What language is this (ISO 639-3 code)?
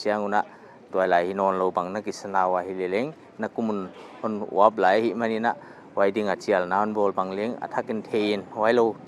pck